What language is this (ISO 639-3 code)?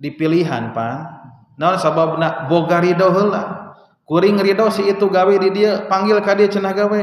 sun